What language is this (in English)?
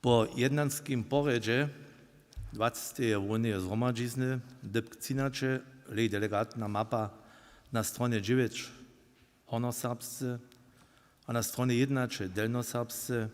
Upper Sorbian